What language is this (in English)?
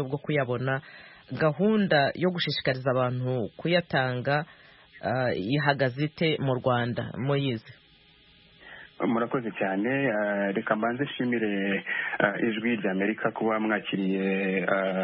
Kinyarwanda